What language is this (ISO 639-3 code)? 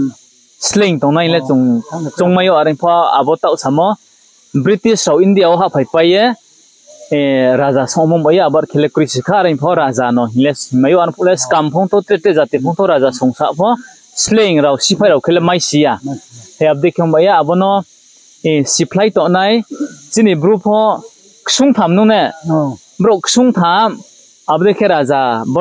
ria